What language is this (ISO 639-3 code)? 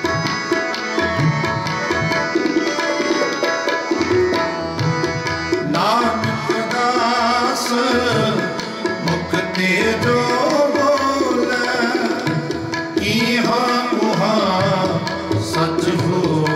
pan